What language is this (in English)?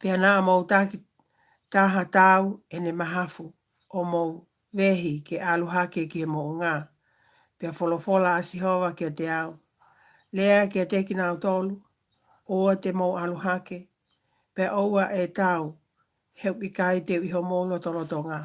Tongan